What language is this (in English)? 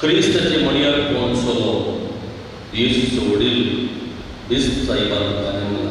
Konkani